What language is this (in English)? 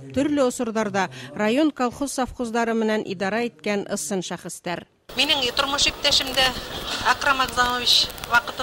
Bashkir